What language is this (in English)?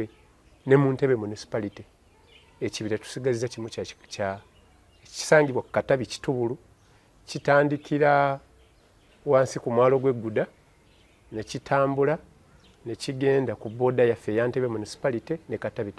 Ganda